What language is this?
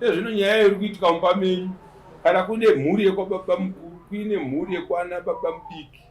Shona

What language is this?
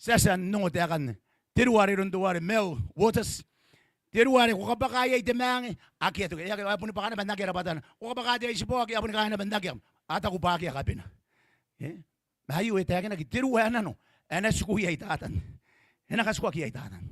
Gilbertese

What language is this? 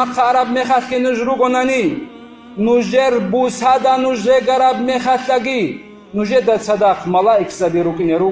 Avaric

